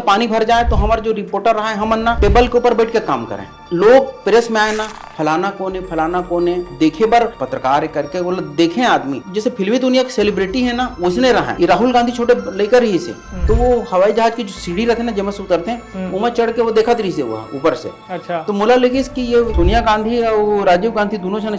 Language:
Chhattisgarhi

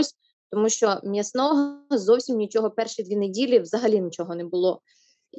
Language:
Ukrainian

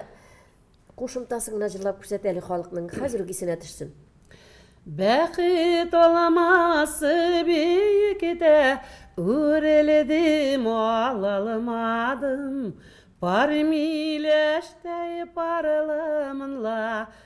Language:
Tatar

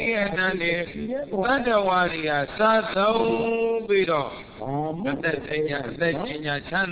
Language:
Burmese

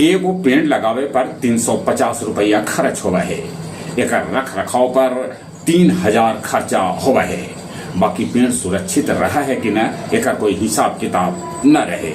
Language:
Magahi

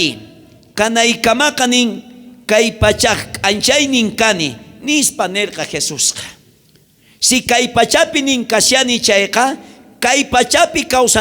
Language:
South Bolivian Quechua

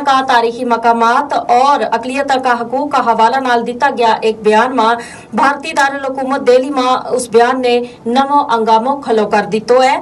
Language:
Gujari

